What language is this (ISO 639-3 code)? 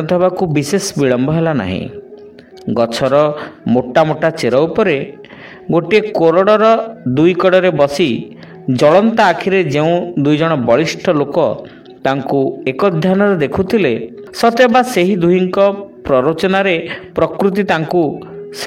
ori